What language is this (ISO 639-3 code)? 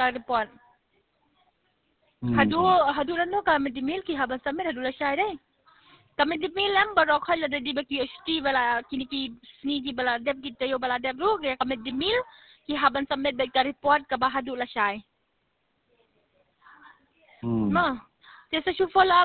kha